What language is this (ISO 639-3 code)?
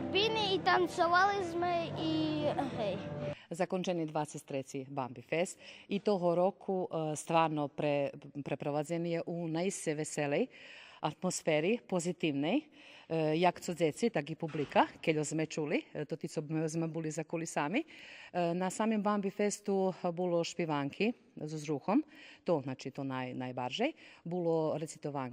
rue